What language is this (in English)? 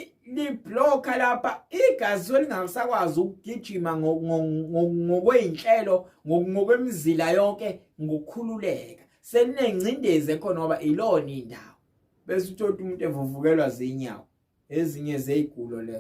Zulu